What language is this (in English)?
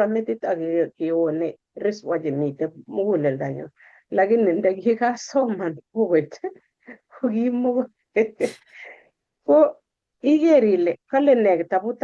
Kalenjin